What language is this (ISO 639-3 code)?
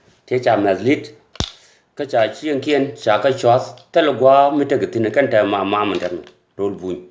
nus